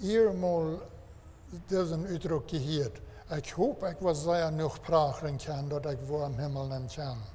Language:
Plautdietsch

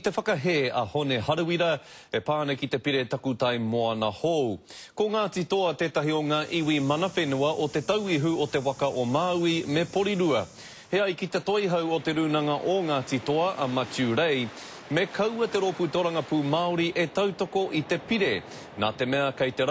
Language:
Māori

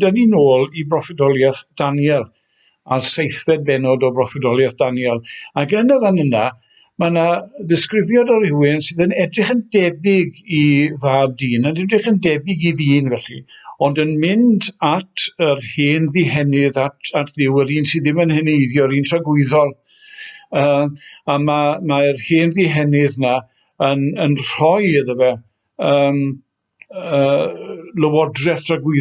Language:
Welsh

